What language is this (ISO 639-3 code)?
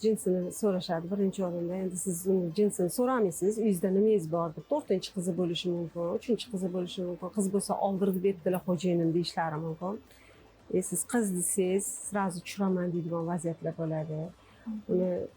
uzb